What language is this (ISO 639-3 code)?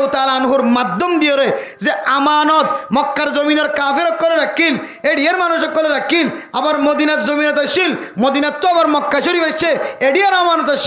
rhg